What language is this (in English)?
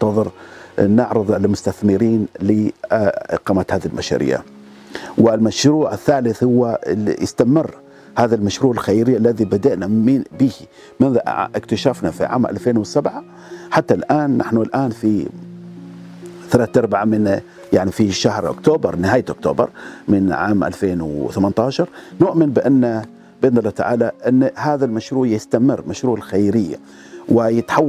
Arabic